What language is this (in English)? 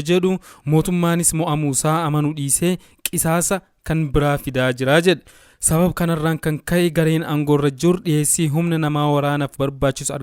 Oromo